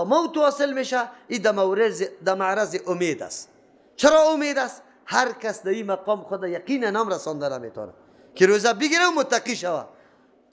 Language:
Persian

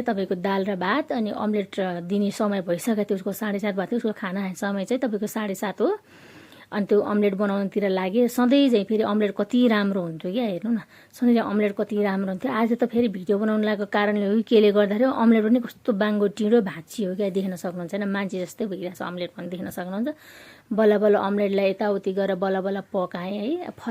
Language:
Nepali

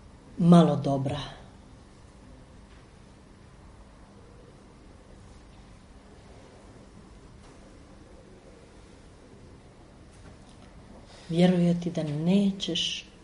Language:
Croatian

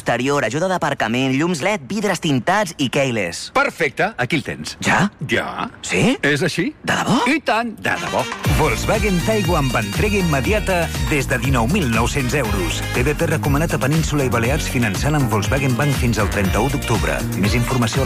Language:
Catalan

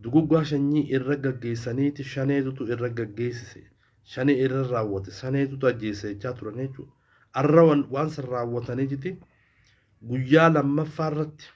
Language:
Oromo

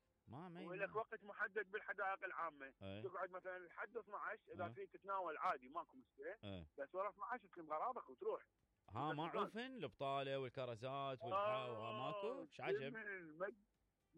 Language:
Mesopotamian Arabic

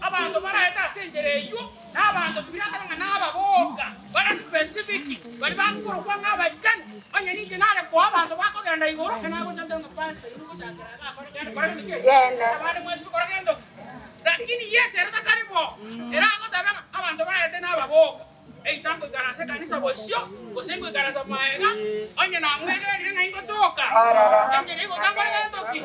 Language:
Gusii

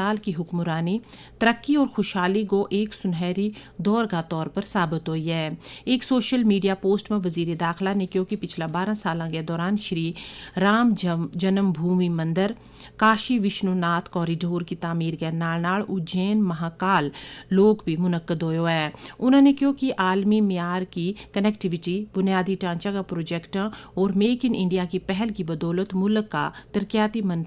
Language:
Gujari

